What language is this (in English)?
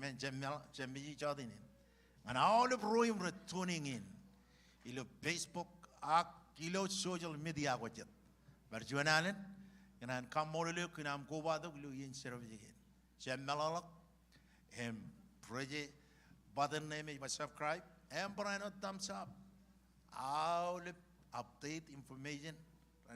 Marshallese